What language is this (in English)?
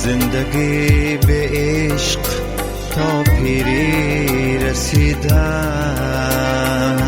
Tajik